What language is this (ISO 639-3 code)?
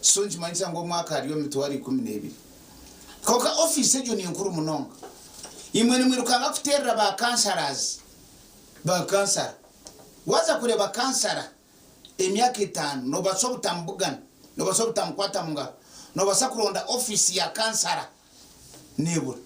nyn